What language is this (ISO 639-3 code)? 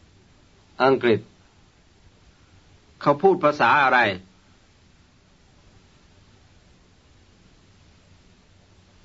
tha